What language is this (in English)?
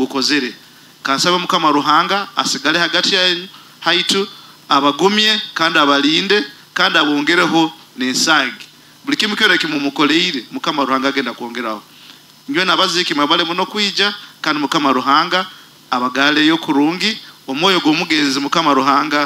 Nyoro